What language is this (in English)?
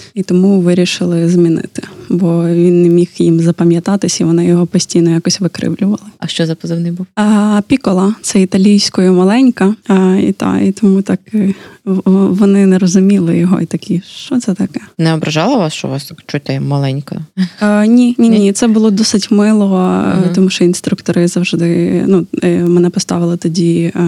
Ukrainian